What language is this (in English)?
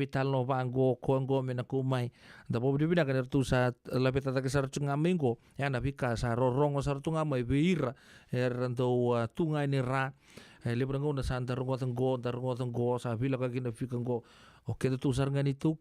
Fijian